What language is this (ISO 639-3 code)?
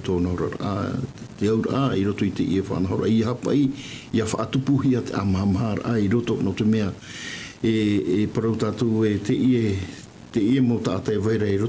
tah